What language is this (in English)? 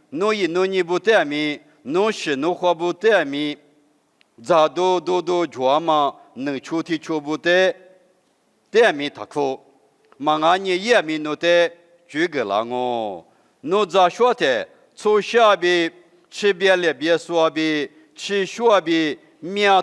Lisu